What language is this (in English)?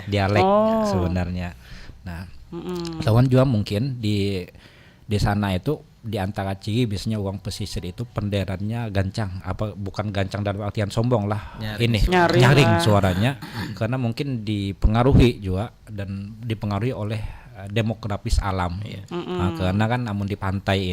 Banjar